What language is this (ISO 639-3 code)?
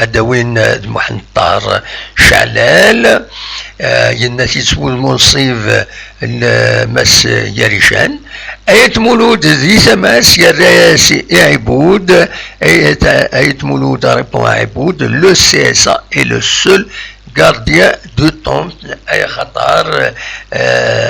kab